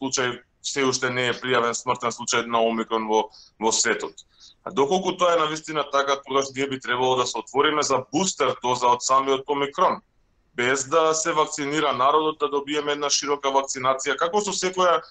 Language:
Macedonian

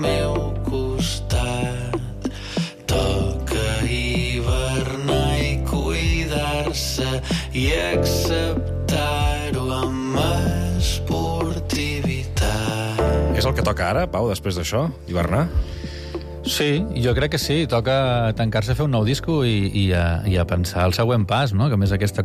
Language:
Catalan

